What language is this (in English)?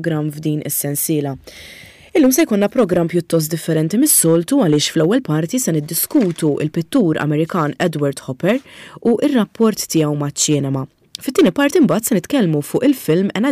Maltese